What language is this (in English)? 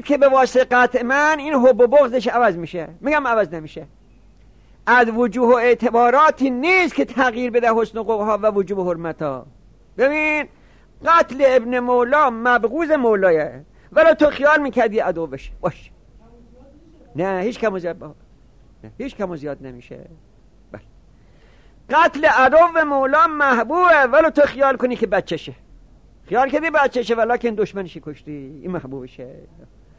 Persian